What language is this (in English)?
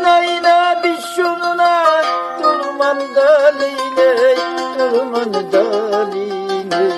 Lak